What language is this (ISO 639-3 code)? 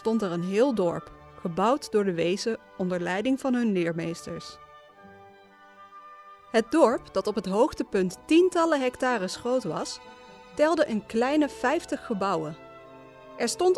nld